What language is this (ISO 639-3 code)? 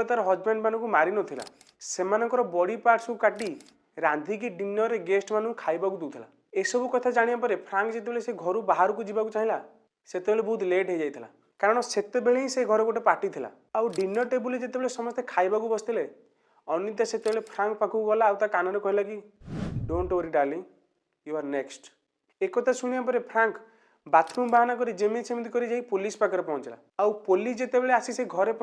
ori